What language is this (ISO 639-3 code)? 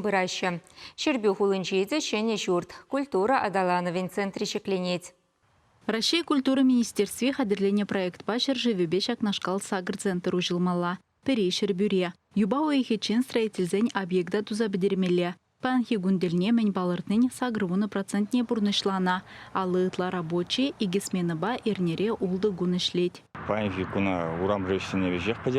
chv